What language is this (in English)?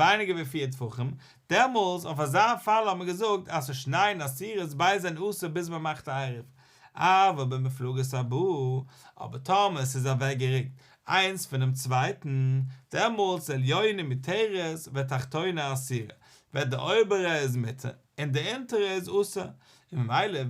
Yiddish